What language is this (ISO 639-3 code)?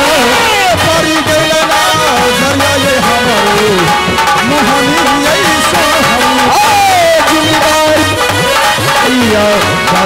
mai